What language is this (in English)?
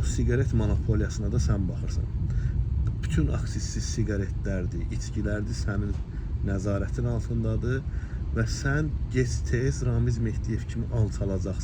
Azerbaijani